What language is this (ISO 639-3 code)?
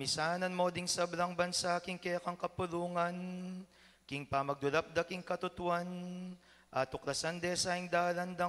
pam